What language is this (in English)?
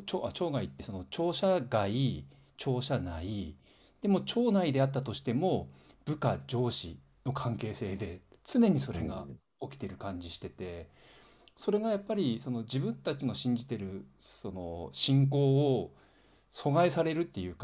Japanese